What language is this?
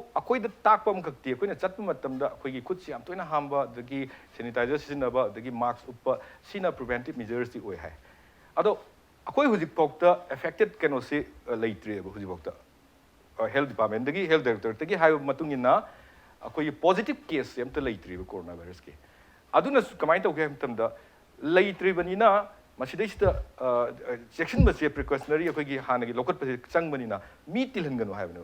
Manipuri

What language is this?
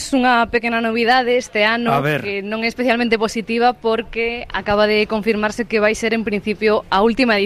Galician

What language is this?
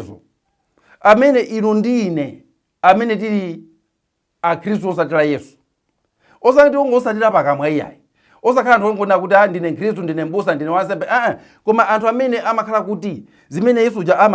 Nyanja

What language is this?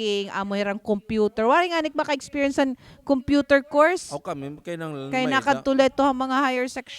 Waray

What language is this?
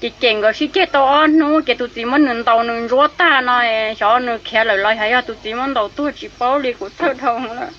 Hmong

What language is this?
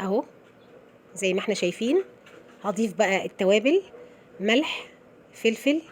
Egyptian Arabic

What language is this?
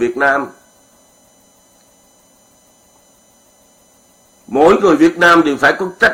Vietnamese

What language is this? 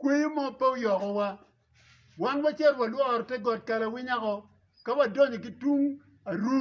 Acoli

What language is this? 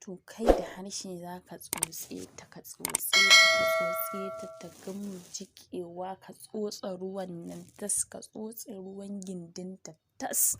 Hausa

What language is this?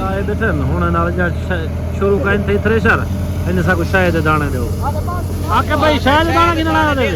Saraiki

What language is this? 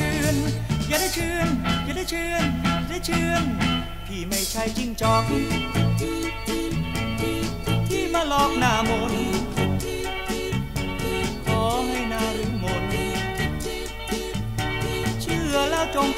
Thai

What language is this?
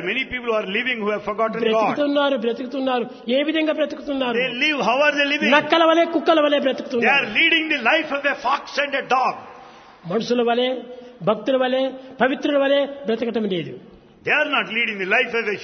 Telugu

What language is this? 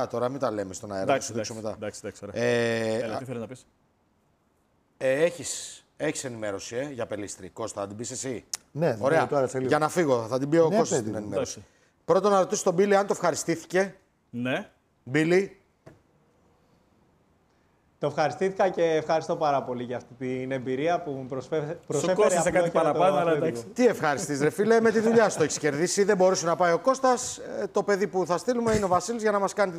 Greek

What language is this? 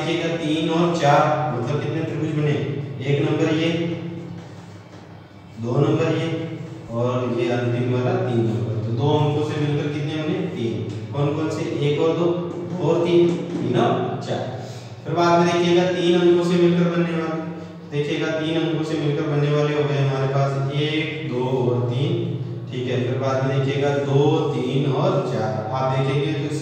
Hindi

